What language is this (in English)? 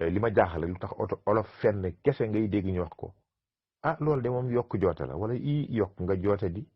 Wolof